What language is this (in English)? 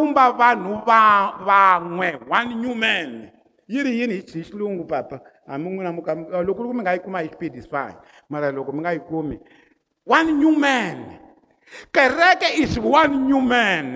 Tsonga